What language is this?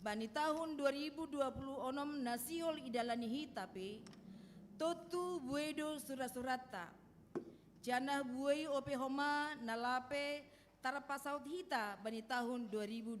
Batak Simalungun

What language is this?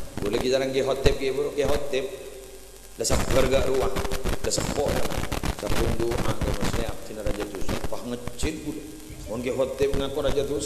Madurese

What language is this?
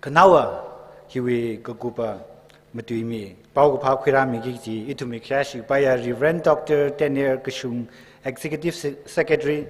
Tangkhul Naga (India)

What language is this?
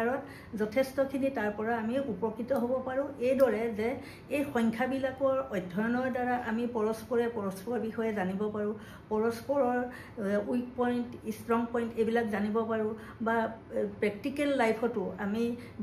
Assamese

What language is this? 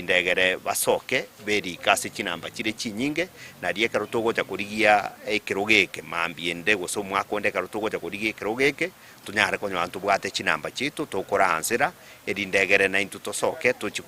Gusii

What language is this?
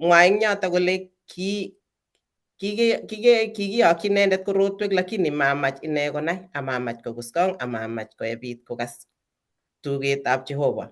Kalenjin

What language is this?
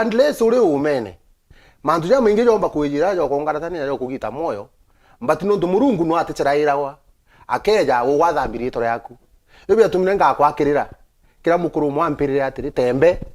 Meru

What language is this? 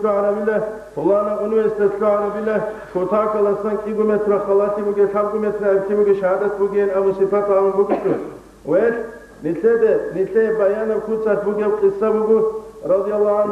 Avaric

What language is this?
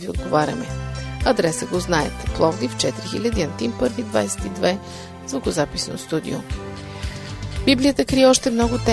Bulgarian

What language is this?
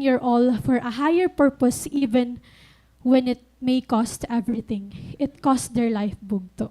Waray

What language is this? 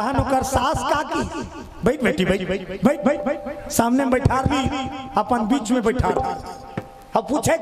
Chhattisgarhi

